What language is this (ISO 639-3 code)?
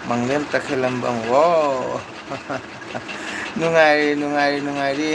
mni